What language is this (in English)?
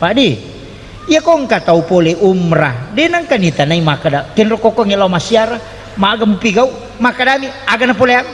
Buginese